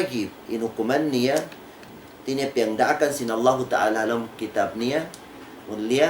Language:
Tausug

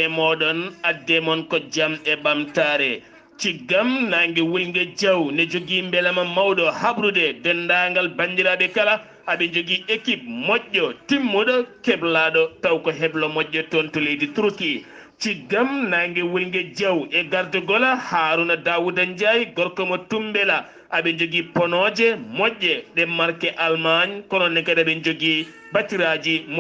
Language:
Fula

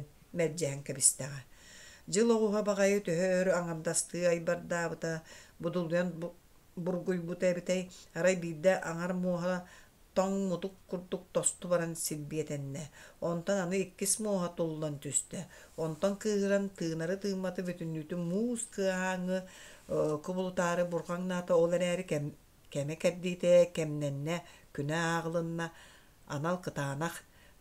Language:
Yakut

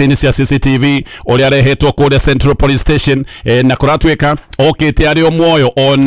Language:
Kikuyu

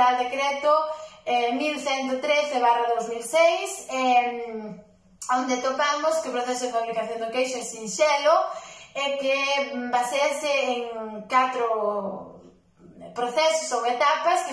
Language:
Galician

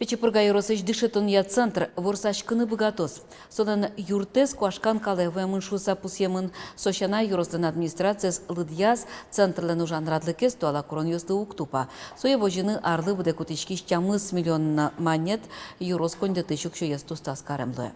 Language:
Udmurt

